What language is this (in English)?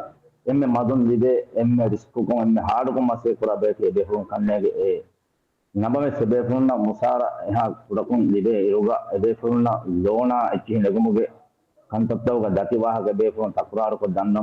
Divehi